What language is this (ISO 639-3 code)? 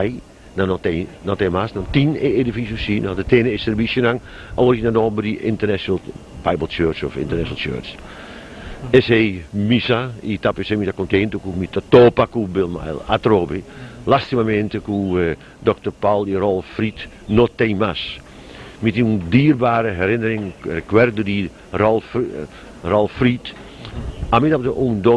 pap